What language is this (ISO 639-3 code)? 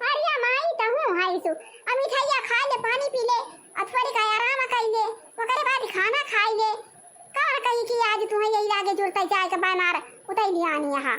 awa